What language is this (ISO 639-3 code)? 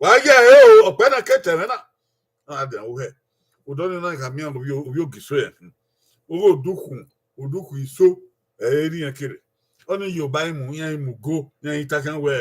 bin